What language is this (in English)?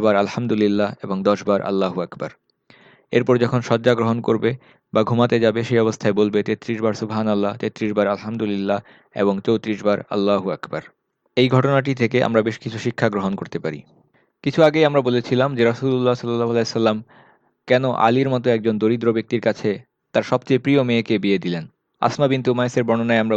Bangla